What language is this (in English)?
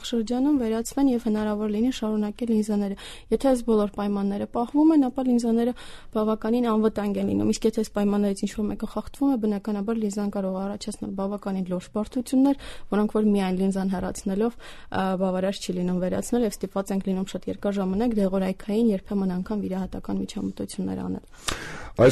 Armenian